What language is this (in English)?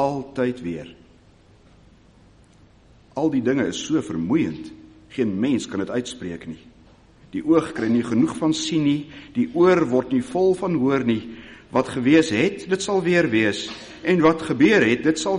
Afrikaans